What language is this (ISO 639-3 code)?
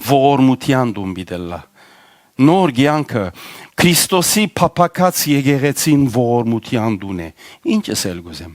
hyw